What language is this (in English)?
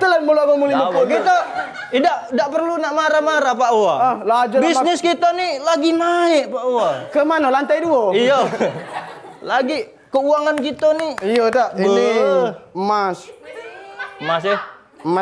Musi